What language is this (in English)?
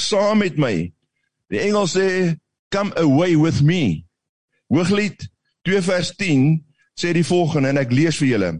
Afrikaans